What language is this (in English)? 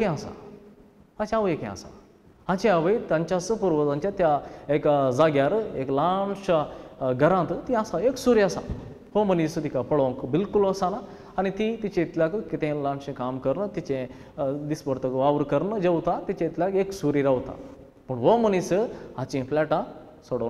Konkani